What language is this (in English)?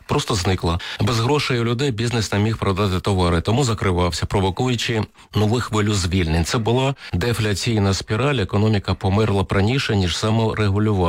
Ukrainian